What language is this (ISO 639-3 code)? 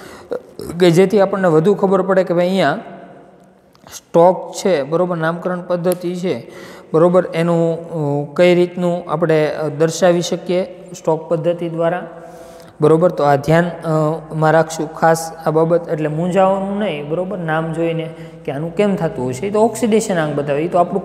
guj